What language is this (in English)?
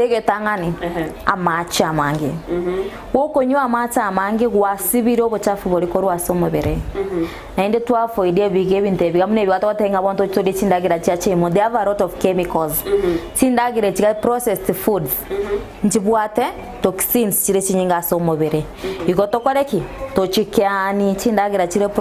Gusii